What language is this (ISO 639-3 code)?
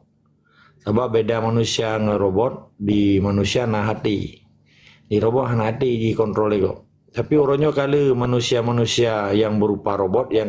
ace